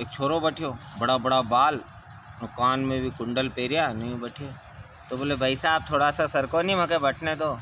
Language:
Rajasthani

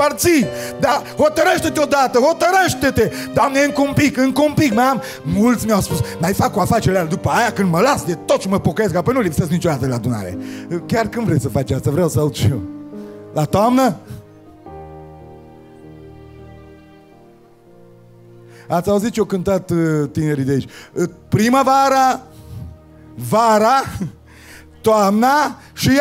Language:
Romanian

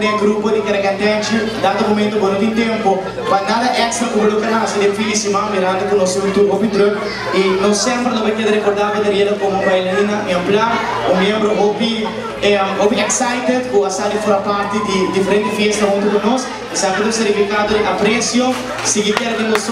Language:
Papiamento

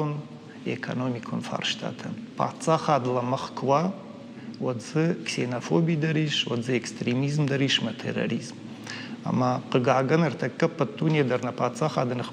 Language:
Ossetic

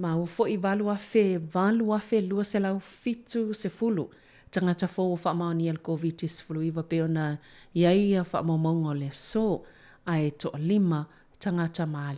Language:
Samoan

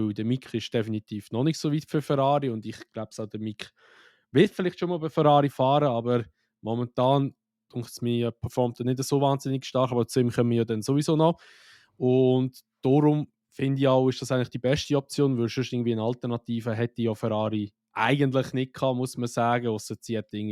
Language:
Swiss German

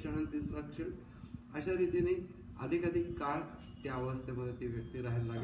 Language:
Marathi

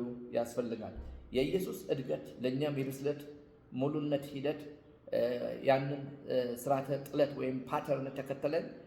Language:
Amharic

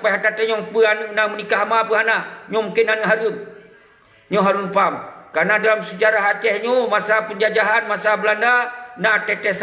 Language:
Achinese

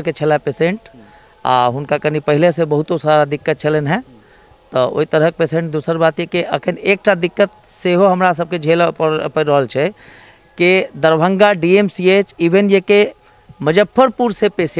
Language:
Maithili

